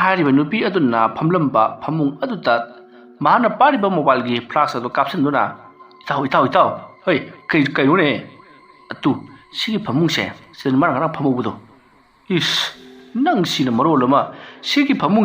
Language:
Manipuri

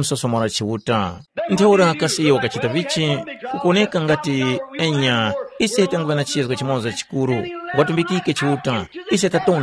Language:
Tumbuka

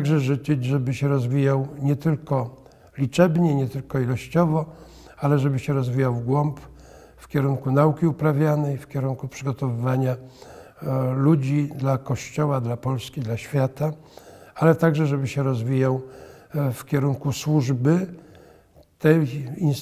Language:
Polish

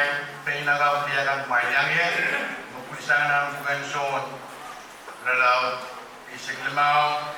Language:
Pohnpeian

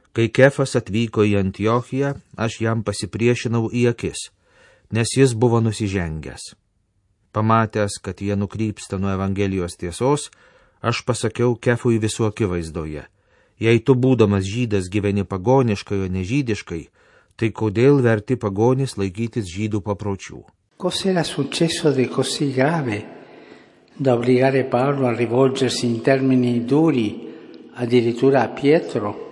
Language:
Lithuanian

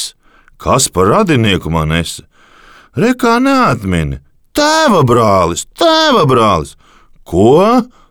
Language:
Latvian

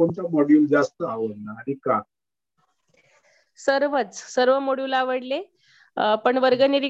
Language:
Marathi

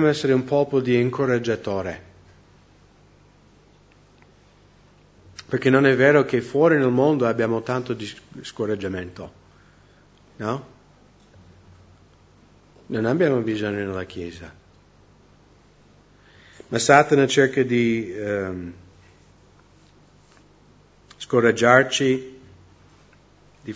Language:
Italian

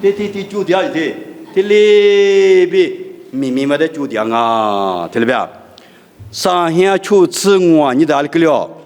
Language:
Lisu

